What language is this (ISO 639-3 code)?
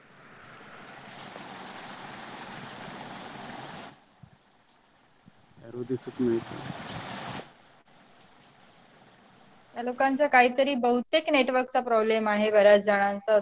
mar